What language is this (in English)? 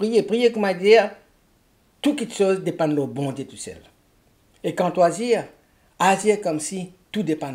Morisyen